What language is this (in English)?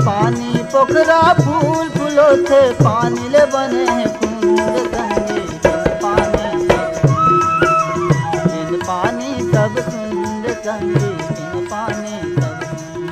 Chhattisgarhi